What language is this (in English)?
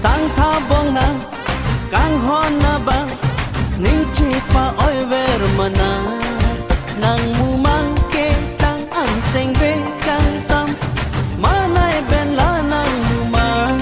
Karbi